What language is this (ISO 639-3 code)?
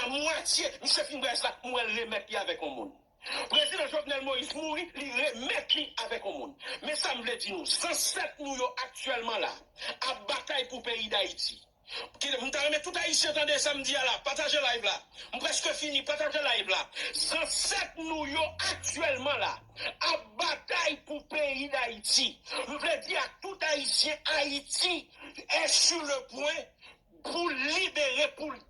hat